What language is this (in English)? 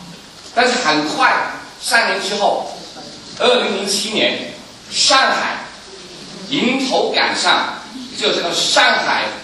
Chinese